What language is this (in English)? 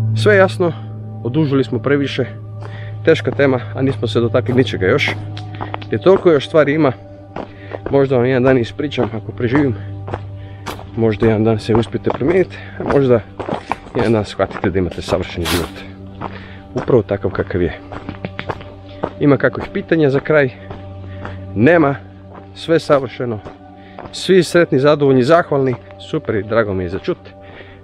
Croatian